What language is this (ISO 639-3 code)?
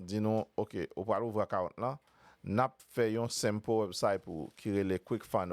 hat